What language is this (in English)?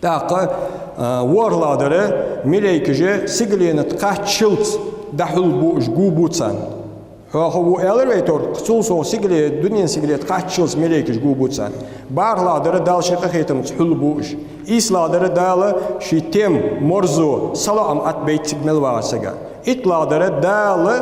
Ingush